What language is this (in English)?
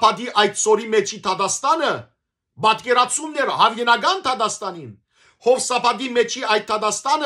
Western Armenian